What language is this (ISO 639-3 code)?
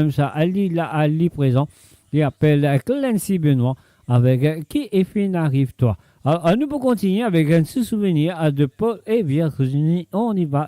mfe